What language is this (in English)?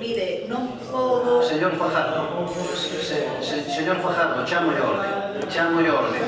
Galician